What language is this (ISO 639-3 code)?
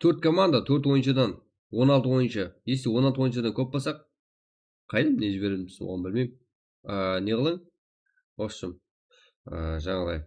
kaa